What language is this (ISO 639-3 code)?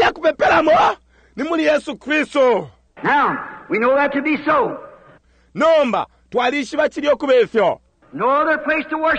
bem